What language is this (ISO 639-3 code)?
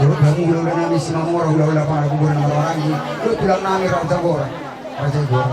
bbc